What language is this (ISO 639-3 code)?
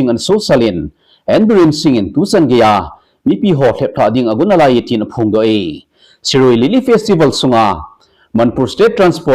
tcz